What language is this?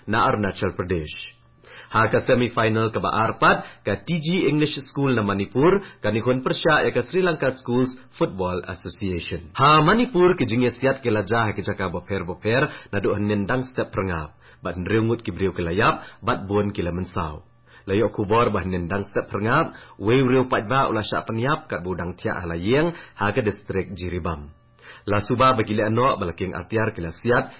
Khasi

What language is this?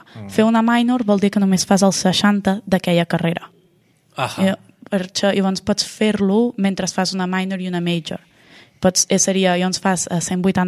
Catalan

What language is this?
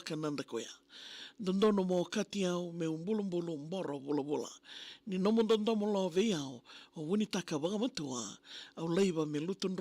Fijian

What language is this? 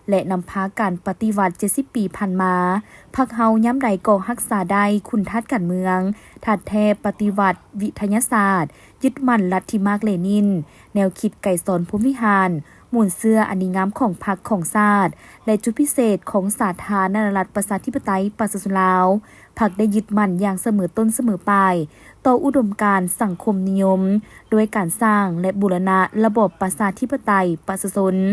Lao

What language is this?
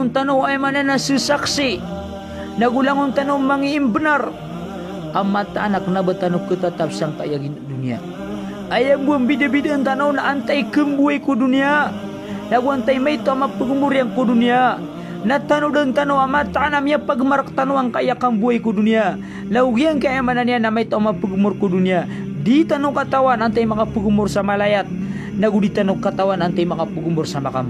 Maranao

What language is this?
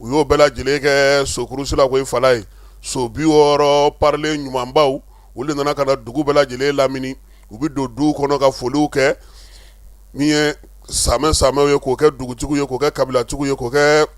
Bambara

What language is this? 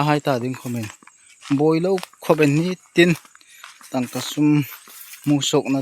Hmar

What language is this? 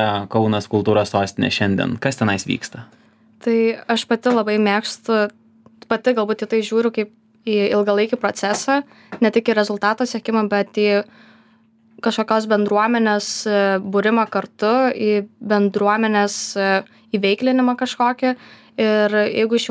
Lithuanian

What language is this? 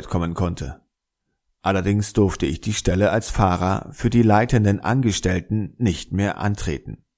German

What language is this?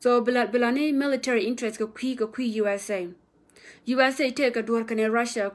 Nuer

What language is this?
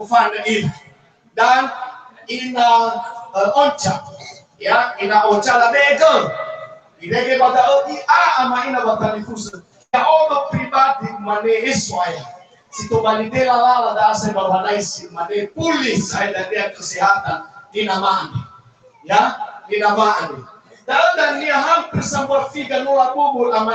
Nias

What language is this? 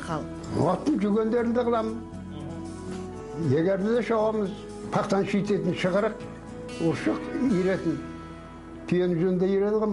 Kazakh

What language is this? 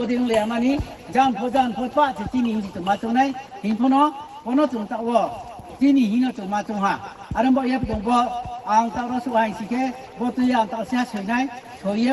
Riang (India)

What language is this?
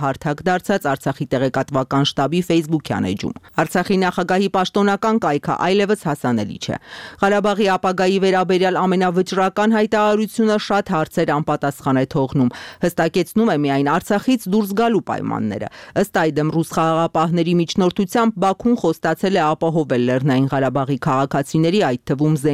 Armenian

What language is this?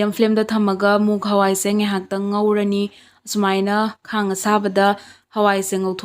Manipuri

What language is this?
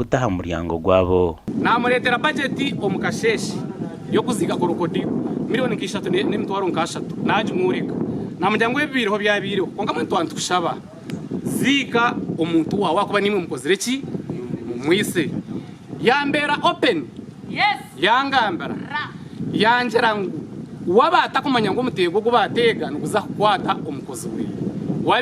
Nyankole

